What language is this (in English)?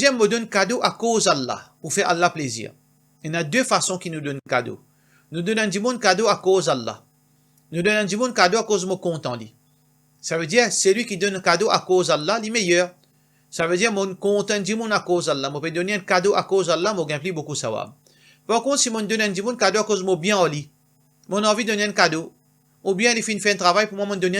Morisyen